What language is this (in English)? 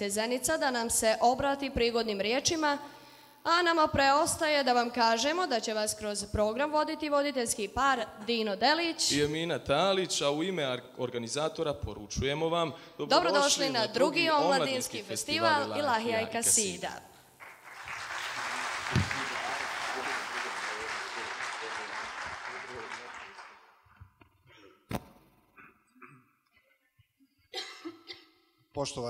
Bosnian